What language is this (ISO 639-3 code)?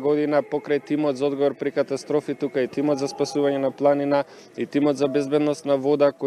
mkd